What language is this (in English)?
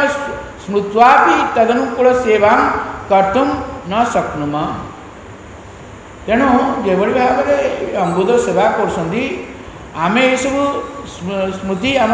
Odia